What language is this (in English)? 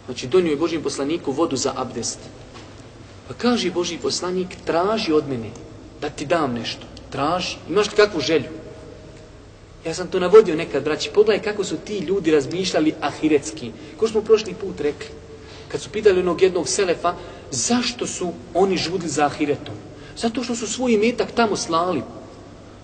Bosnian